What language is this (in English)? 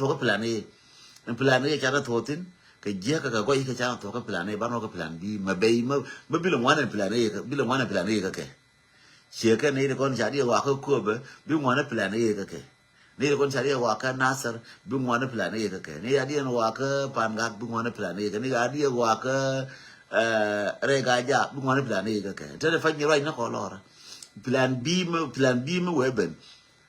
Nuer